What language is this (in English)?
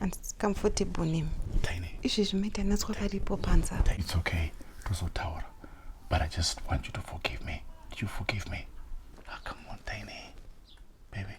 Shona